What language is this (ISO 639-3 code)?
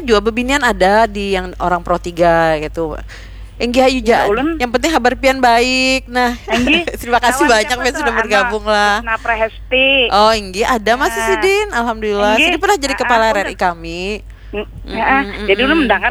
bjn